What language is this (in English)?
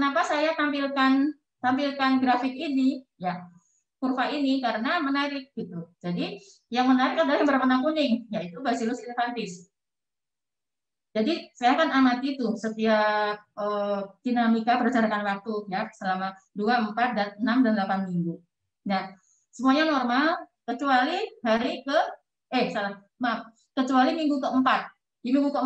Indonesian